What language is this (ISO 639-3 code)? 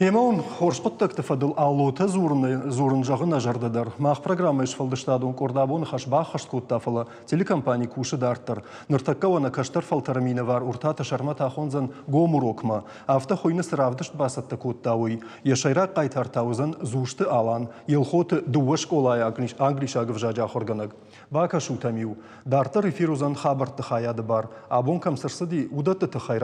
oss